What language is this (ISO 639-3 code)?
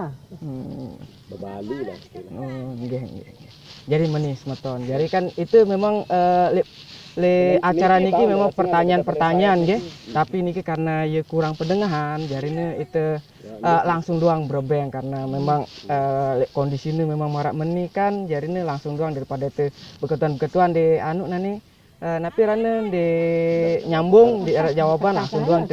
sas